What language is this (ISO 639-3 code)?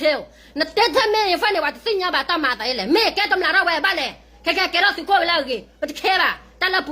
ksw